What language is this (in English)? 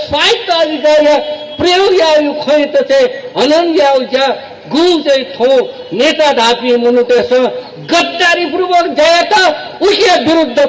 Newari